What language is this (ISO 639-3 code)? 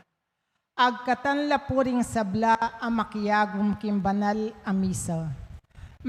pam